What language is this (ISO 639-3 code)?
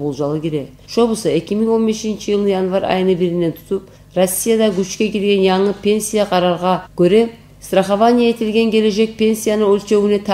kum